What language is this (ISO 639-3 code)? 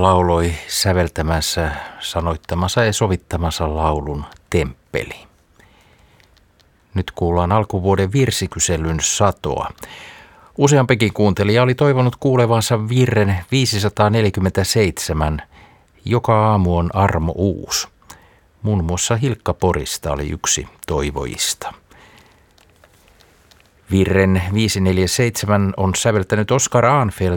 fin